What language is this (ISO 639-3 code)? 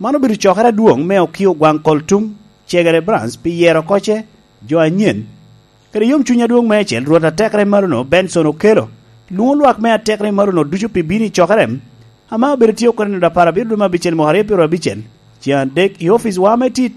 laj